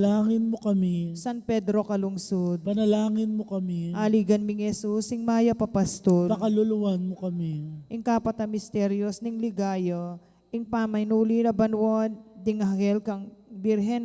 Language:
Pampanga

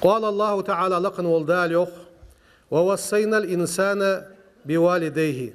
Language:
Ingush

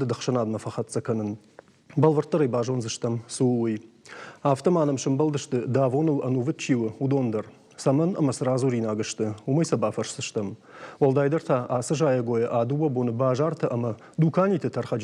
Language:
Ossetic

